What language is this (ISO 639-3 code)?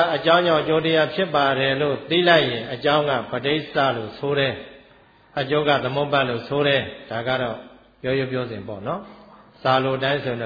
mya